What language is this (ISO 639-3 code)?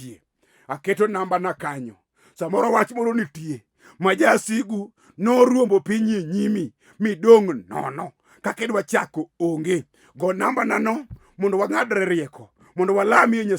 luo